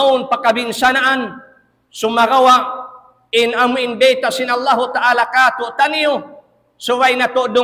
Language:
Tausug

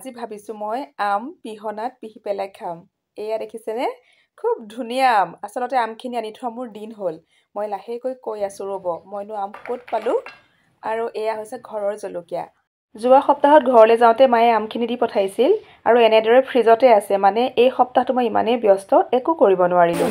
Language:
Assamese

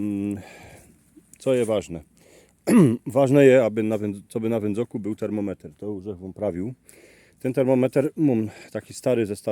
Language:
Silesian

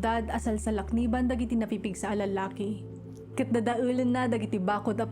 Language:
Iloko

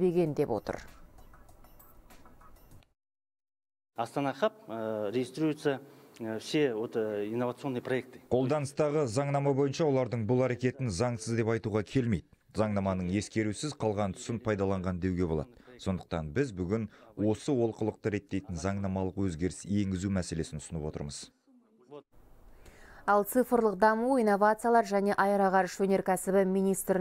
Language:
Kazakh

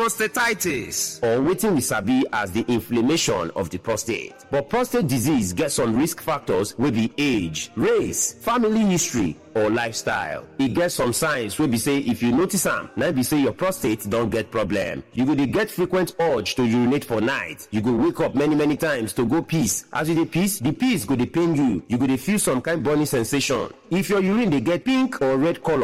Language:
Nigerian Pidgin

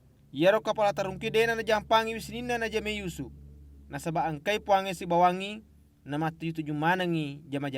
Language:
Buginese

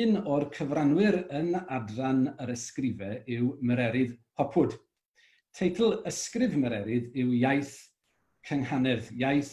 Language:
Welsh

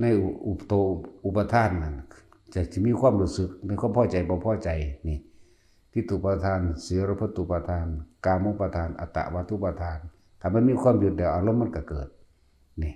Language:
Northeastern Thai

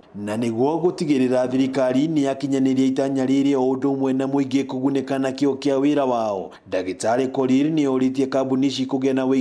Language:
Kikuyu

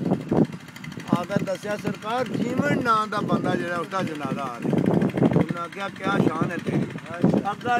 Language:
Punjabi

